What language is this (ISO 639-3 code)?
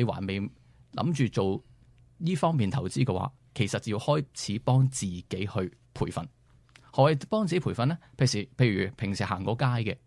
yue